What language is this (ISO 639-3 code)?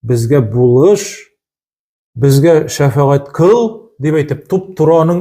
tat